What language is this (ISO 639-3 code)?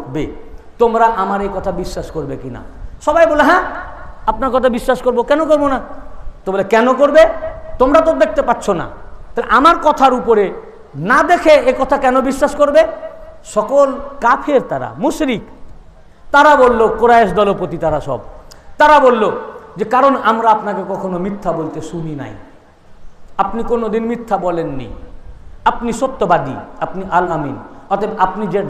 ben